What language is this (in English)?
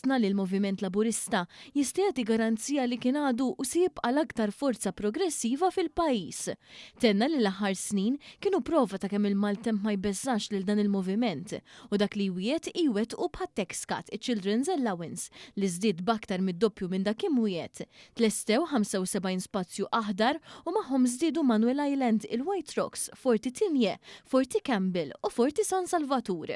Maltese